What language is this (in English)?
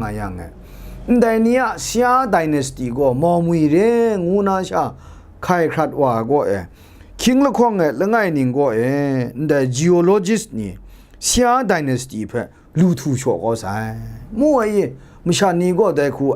Kachin